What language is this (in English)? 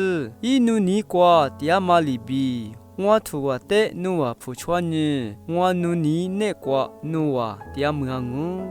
Lisu